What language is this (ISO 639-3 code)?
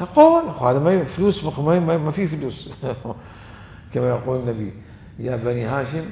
acm